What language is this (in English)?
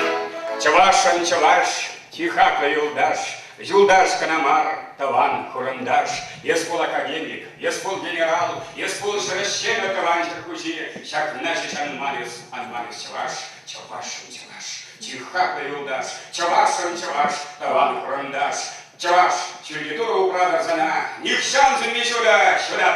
Chuvash